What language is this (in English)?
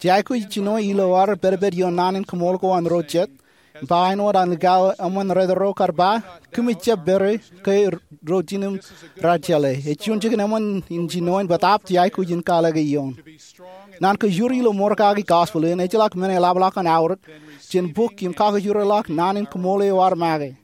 Marshallese